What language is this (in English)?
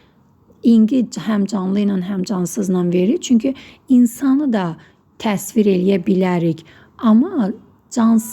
Azerbaijani